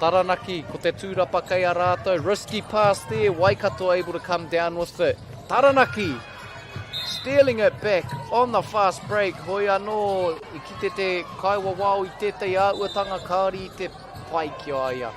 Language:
Māori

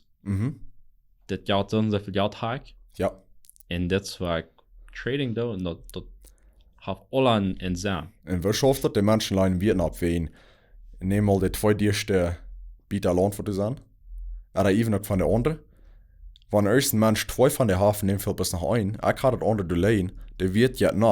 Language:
Plautdietsch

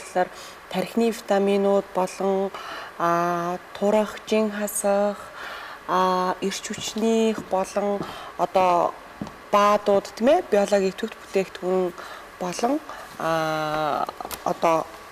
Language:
Mongolian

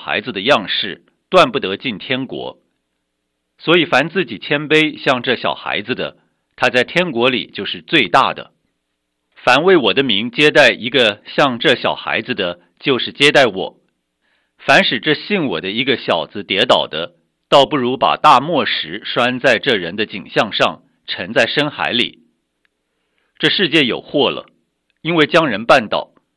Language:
Chinese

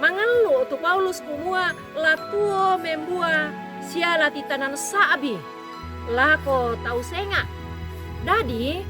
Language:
Toraja-Sa'dan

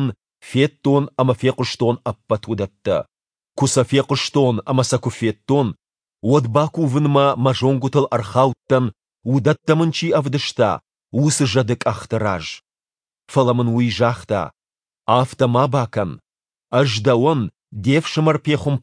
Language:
Ossetic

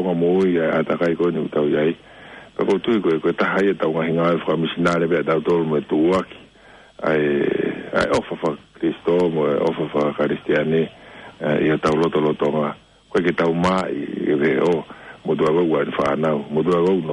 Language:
Tongan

